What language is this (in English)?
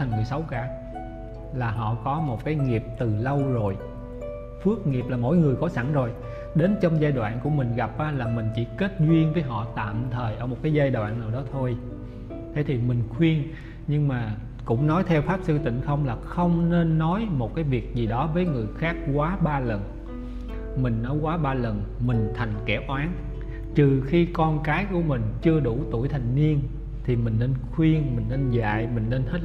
Vietnamese